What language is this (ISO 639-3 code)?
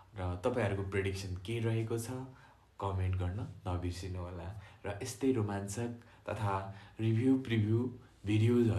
nep